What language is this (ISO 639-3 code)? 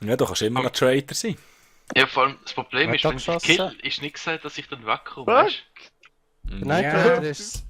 gsw